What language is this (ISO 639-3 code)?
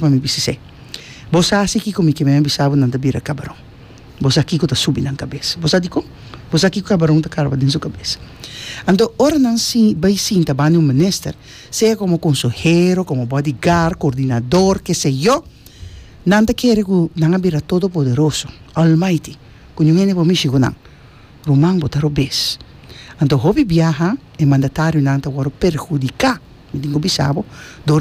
pap